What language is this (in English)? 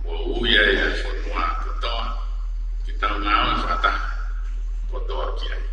Tongan